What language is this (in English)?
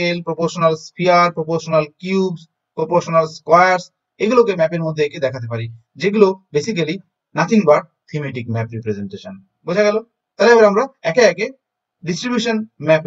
Bangla